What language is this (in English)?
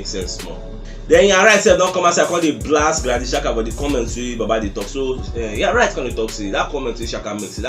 Nigerian Pidgin